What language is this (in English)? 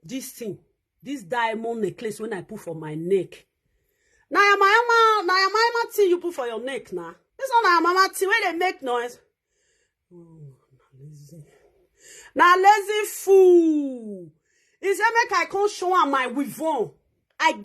Nigerian Pidgin